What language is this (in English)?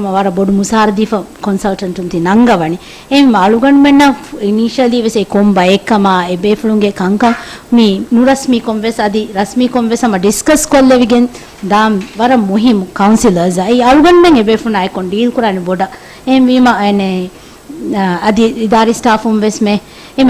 Divehi